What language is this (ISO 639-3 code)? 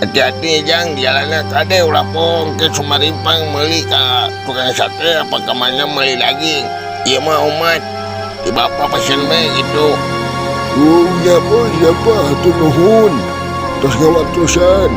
sun